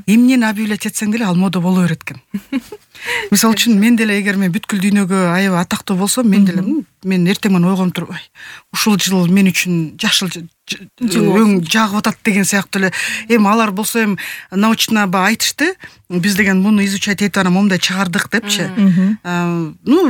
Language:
Kyrgyz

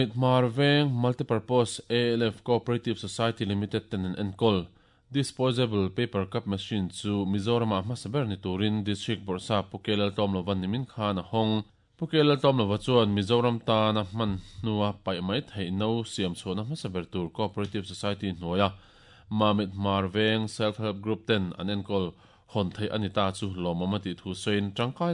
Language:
Mizo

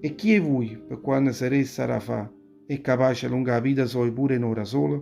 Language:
Neapolitan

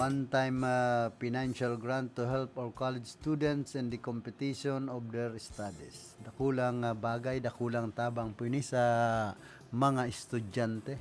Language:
Bikol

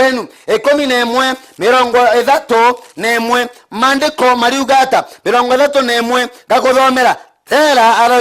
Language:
Meru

